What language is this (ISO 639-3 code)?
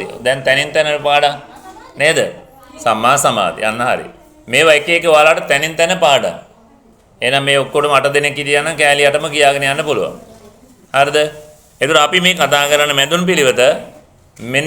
sin